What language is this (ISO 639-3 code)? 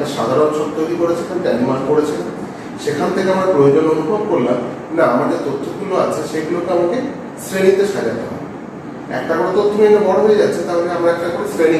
ben